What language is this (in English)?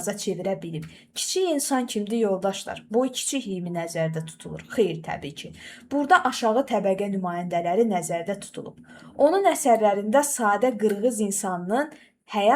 Azerbaijani